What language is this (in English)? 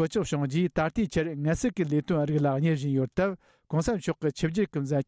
Tibetan